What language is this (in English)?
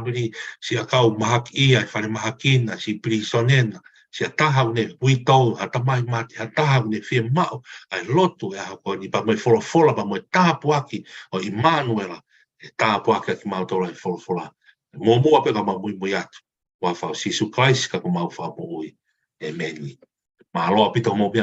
Tongan